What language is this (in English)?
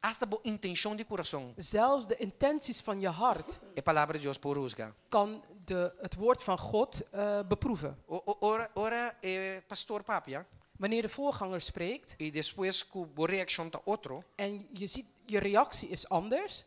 Papiamento